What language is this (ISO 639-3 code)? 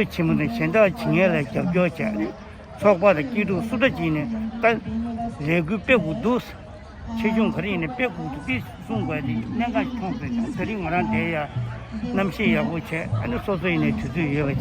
bod